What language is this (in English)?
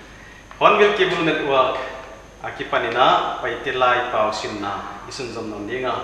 Paite Chin